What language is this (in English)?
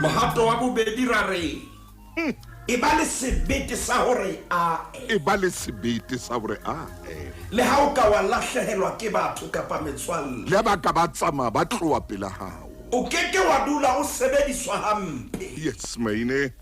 Southern Sotho